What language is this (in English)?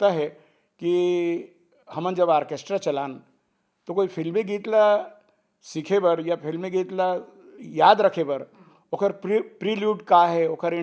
Chhattisgarhi